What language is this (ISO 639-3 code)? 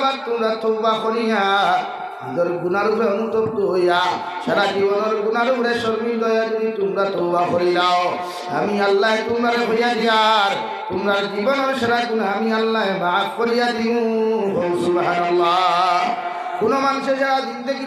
syl